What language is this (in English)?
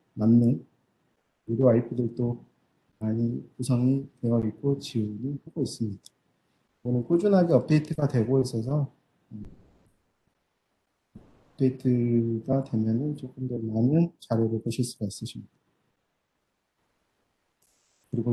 Korean